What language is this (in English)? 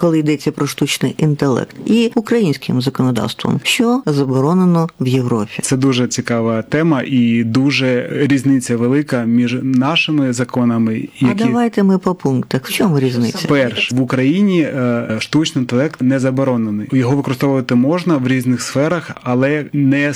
Ukrainian